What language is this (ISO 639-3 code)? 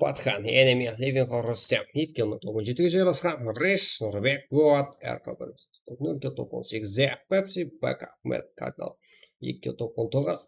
kaa